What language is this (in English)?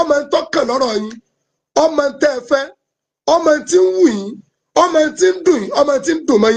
Yoruba